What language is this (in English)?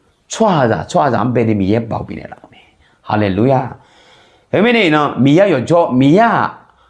Akha